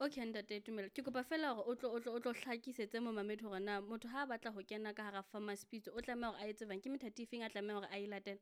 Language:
Southern Sotho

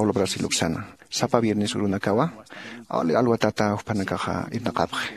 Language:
Aymara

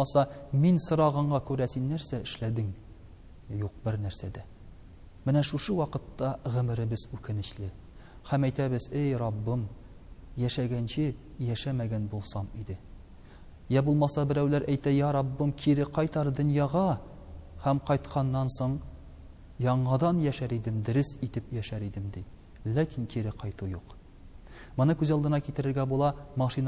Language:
Tatar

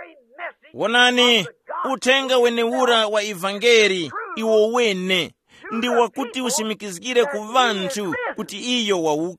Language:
Tumbuka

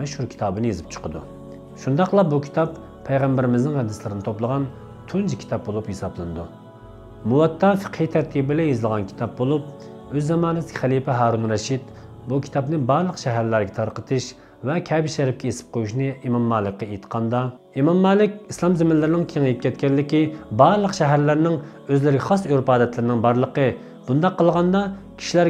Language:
Uyghur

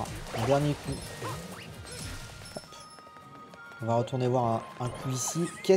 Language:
French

